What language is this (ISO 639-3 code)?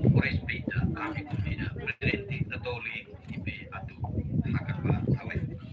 tet